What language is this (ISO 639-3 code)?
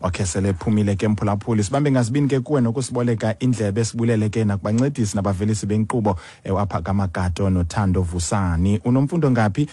xho